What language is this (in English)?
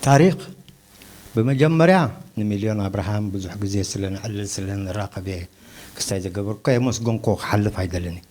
Tigrinya